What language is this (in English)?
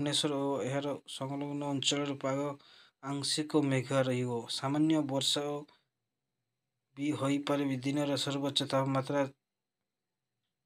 Odia